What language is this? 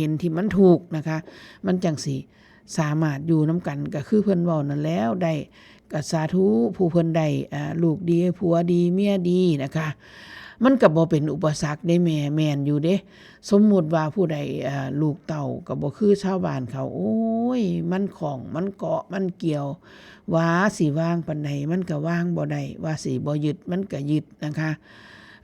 Northeastern Thai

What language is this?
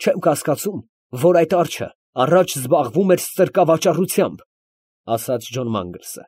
Armenian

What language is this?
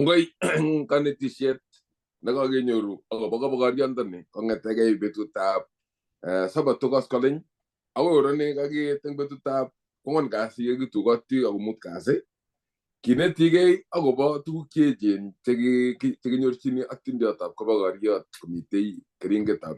Kalenjin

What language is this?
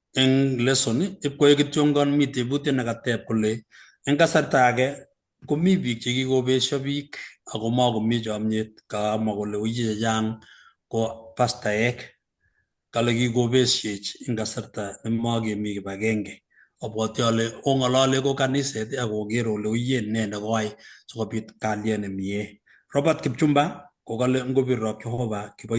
Kalenjin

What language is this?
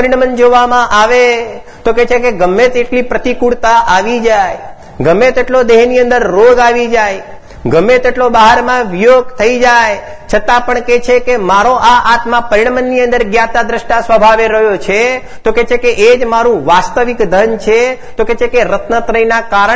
Gujarati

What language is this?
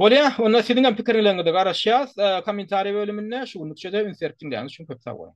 Turkmen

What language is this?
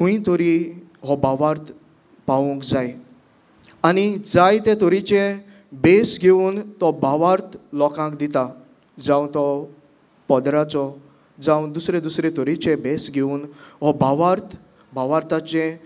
Konkani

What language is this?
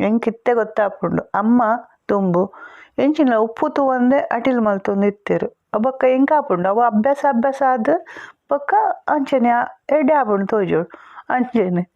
Tulu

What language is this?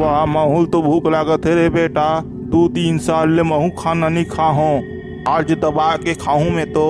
Chhattisgarhi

